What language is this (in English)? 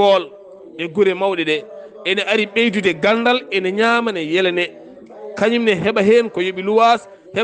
Fula